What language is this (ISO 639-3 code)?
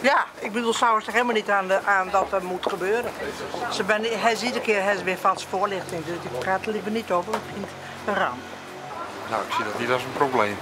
fry